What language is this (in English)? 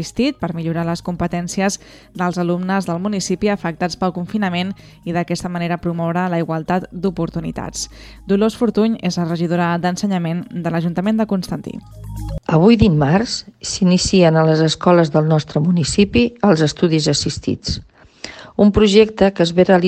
Catalan